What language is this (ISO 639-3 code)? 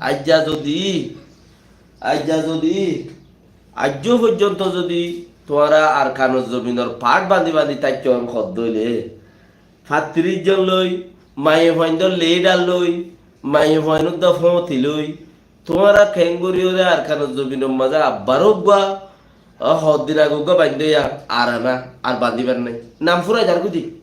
rhg